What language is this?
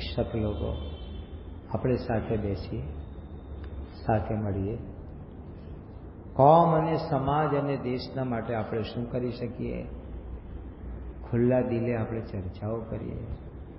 Gujarati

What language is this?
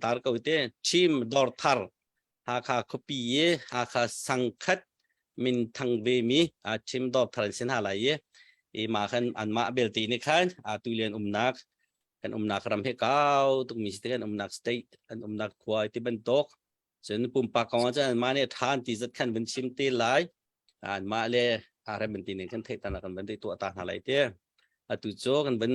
Hakha Chin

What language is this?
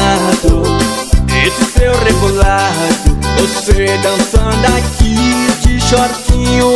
Portuguese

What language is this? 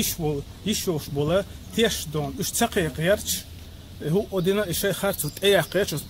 Chechen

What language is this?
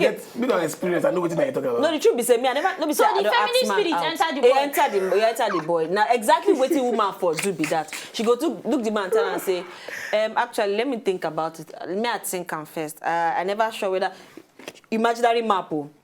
Nigerian Pidgin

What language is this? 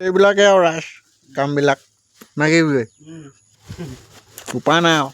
Assamese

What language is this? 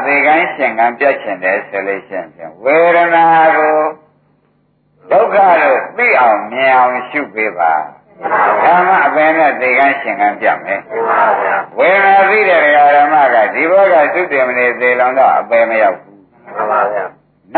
Burmese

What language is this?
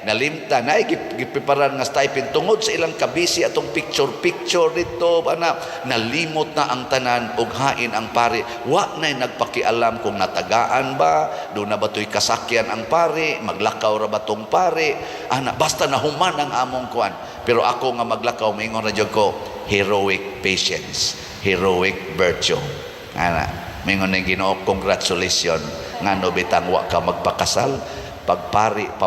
Cebuano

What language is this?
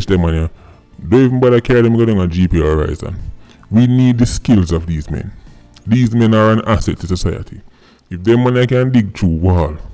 Jamaican Creole English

